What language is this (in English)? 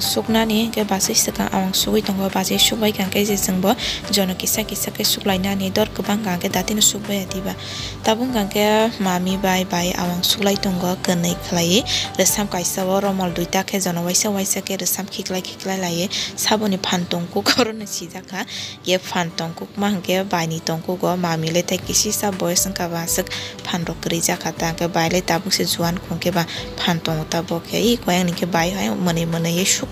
Kok Borok